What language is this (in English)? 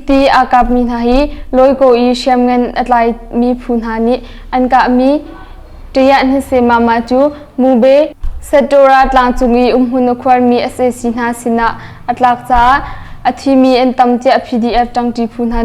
Hakha Chin